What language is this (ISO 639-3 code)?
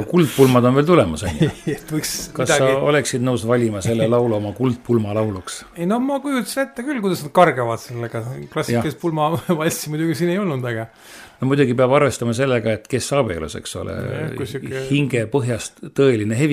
est